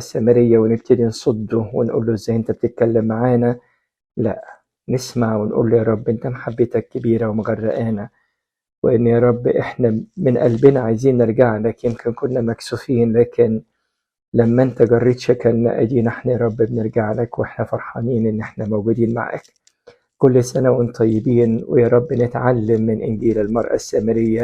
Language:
Egyptian Arabic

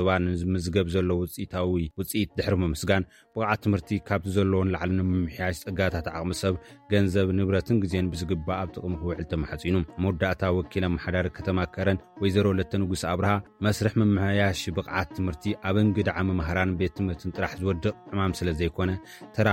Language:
Tigrinya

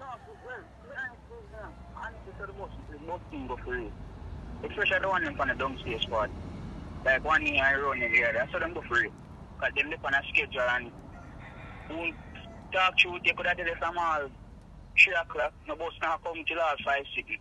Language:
Jamaican Creole English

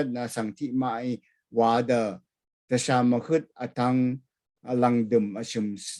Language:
Rawang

